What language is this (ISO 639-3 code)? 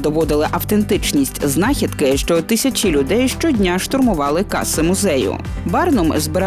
ukr